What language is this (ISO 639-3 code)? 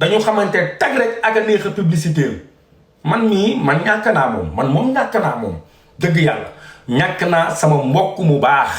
wol